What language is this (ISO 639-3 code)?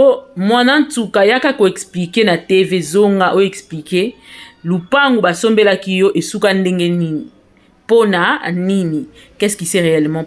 lin